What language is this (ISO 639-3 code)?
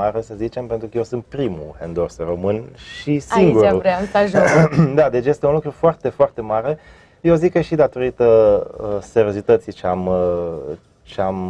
ron